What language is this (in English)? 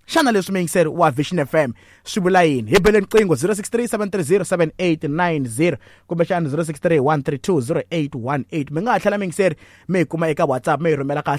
Tsonga